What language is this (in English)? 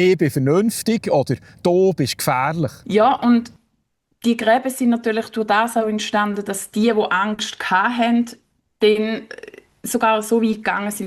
Swiss German